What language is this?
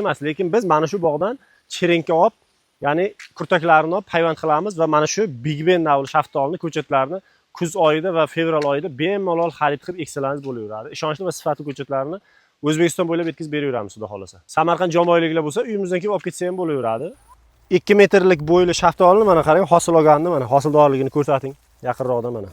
Uzbek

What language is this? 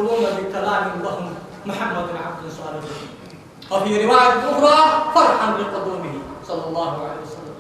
Ingush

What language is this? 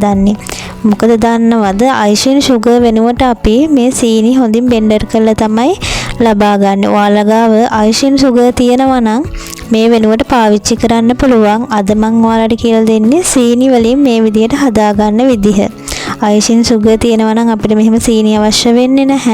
Sinhala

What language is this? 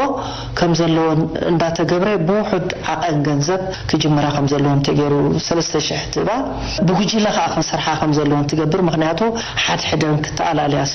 Tigrinya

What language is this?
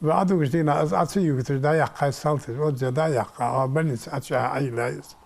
Ingush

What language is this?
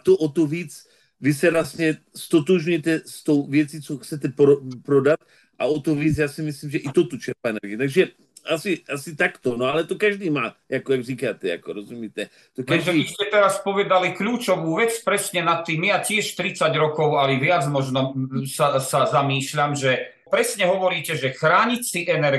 Czech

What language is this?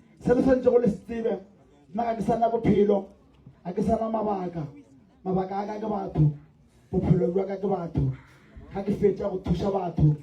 Northern Sotho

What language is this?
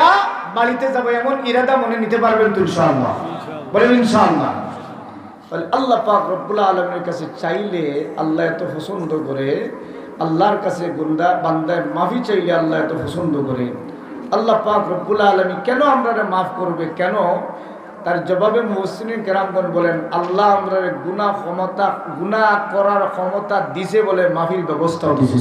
Sylheti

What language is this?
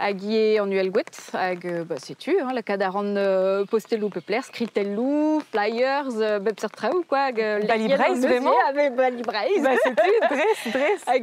Breton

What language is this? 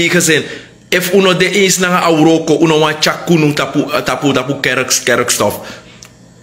Sranan Tongo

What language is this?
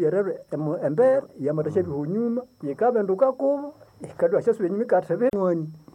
Nande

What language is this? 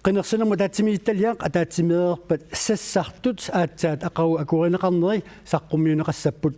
Kalaallisut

